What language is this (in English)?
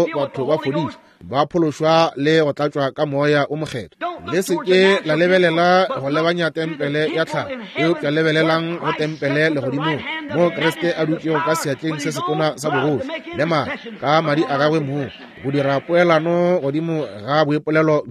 Northern Sotho